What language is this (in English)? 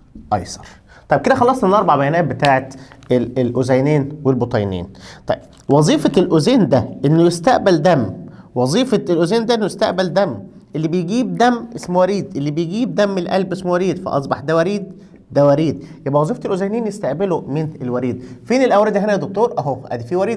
Egyptian Arabic